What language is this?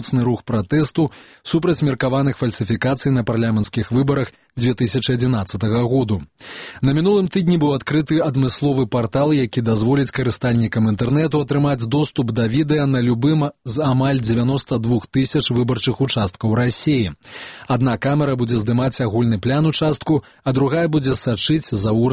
Belarusian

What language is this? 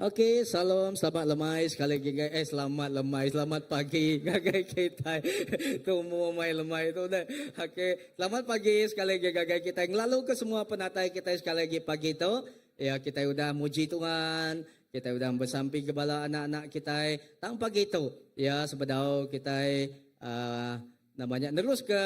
Iban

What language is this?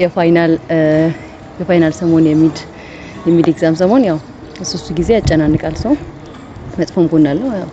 Amharic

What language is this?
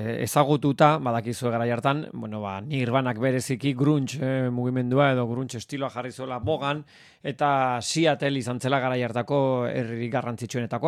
Basque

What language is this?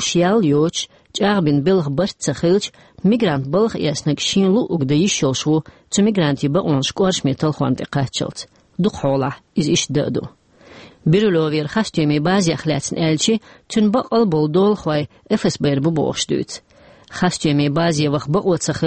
Chechen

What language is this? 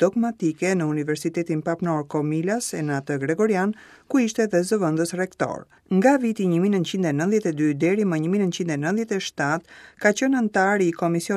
Albanian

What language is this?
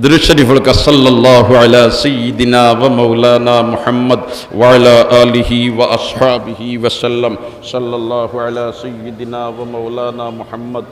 Sylheti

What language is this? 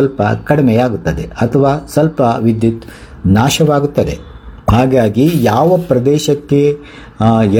Kannada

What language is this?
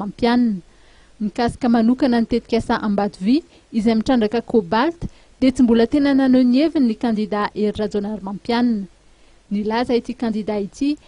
Malagasy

